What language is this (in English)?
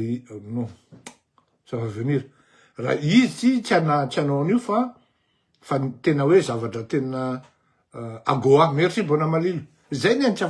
Malagasy